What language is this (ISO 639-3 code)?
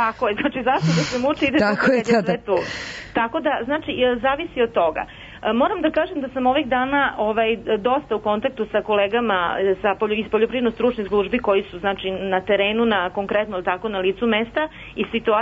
srp